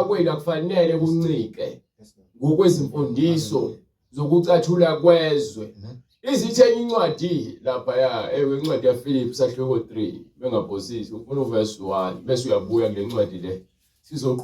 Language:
Zulu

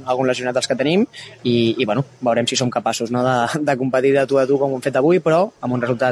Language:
Catalan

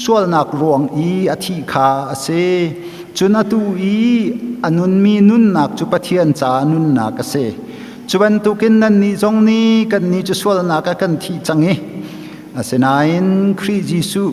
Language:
Hakha Chin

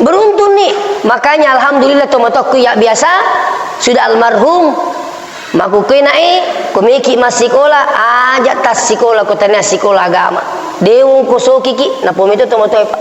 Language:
Buginese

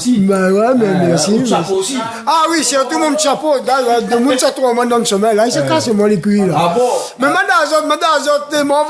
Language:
Réunion Creole French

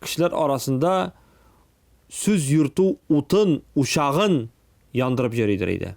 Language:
Tatar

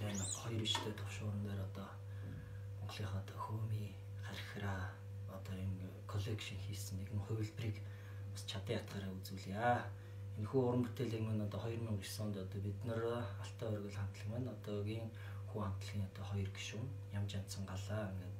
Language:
Tuvinian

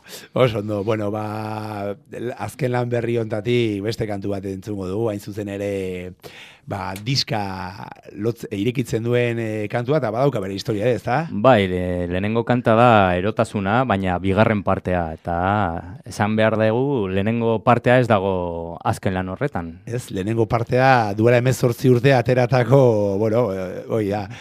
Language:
Basque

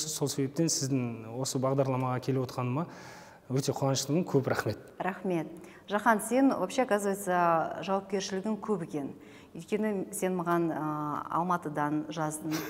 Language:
Kazakh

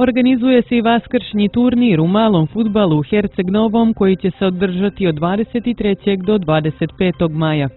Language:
Serbian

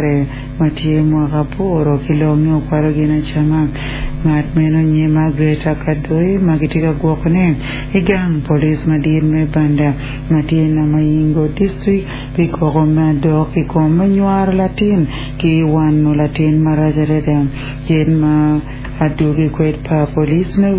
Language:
Acoli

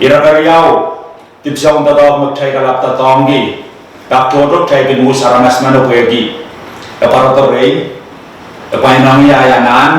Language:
Pohnpeian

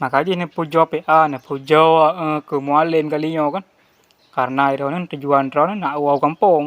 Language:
Achinese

